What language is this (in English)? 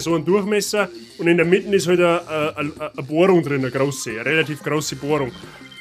Bavarian